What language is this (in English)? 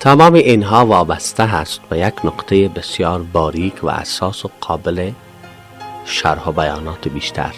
Persian